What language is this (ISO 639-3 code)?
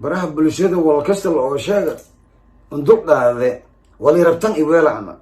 som